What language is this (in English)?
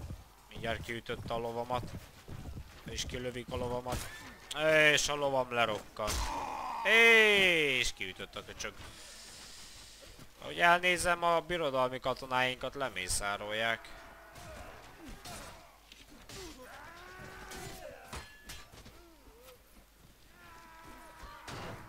Hungarian